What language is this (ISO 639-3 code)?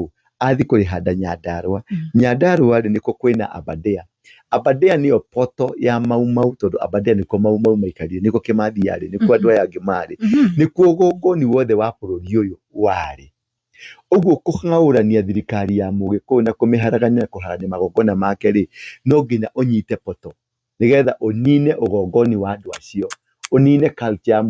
kik